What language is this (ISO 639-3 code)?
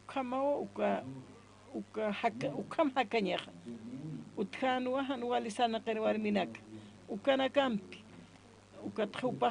aym